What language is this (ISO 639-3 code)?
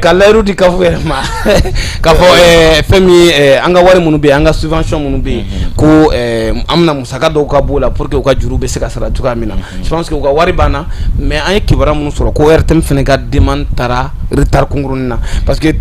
bam